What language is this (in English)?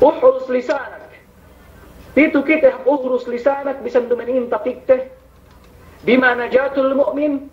Yakan